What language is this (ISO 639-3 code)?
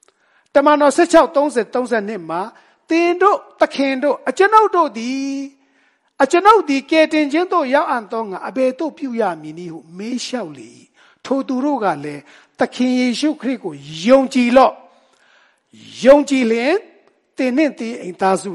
mya